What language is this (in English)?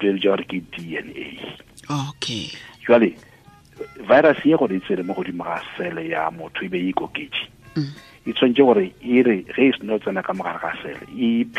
Tswana